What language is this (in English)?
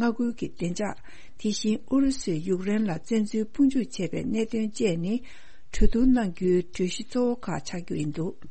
Tibetan